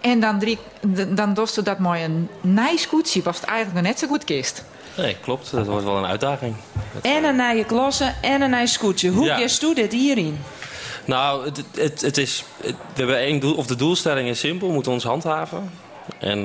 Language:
Western Frisian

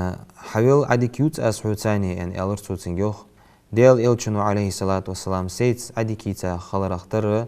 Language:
Ingush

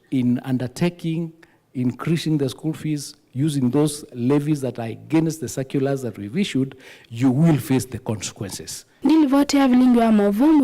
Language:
Kamba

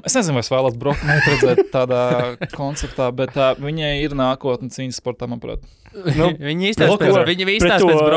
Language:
Latvian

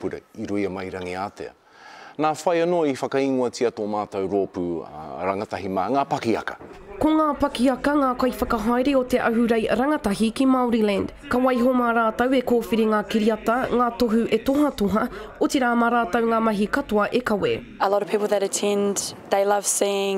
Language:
Māori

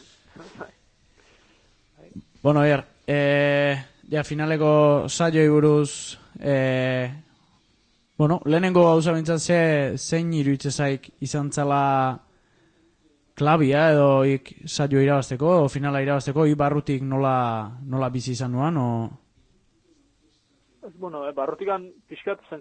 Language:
Basque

